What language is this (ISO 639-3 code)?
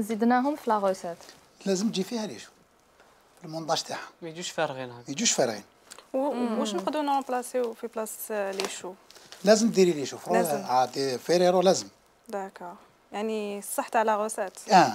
arq